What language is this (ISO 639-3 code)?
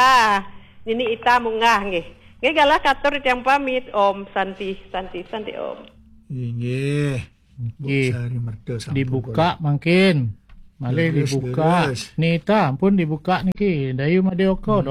ban